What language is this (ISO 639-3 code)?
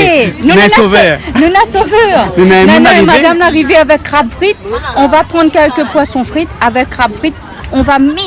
rcf